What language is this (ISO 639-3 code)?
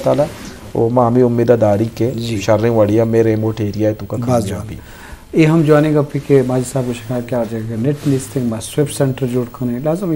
bgp